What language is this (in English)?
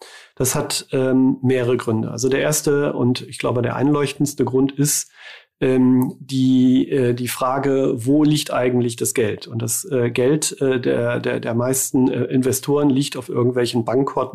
German